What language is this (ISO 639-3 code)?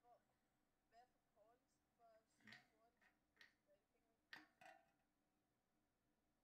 dan